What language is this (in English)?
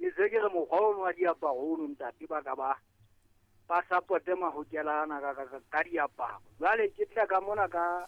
Southern Sotho